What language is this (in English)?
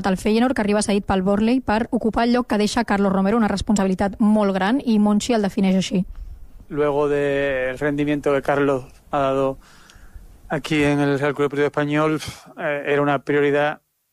Catalan